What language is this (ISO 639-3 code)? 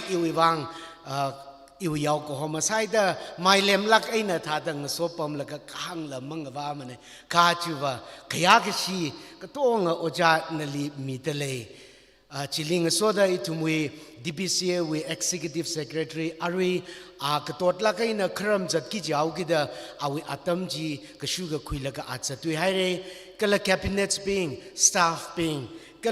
nmf